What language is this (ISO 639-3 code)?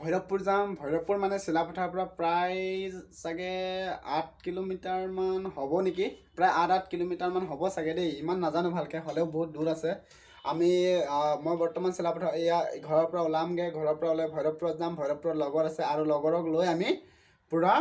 asm